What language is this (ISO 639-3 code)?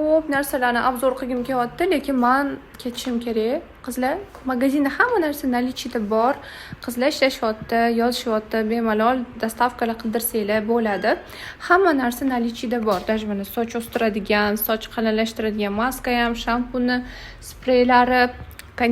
uzb